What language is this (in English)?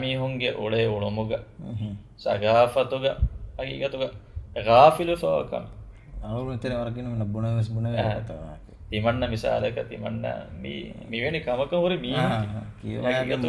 Divehi